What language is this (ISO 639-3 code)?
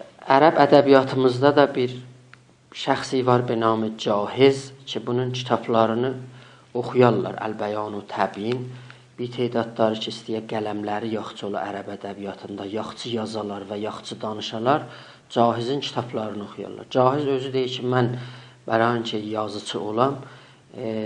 azb